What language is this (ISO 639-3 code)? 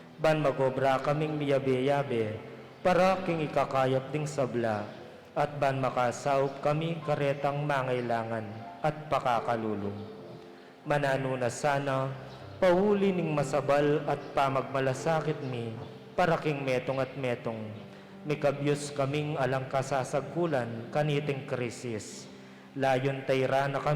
pam